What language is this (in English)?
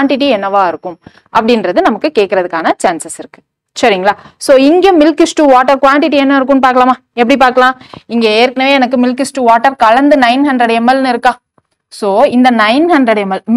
Tamil